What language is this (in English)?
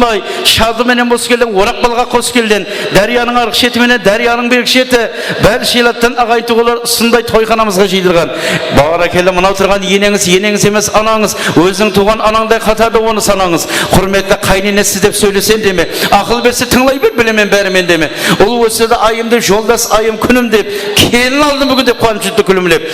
Kara-Kalpak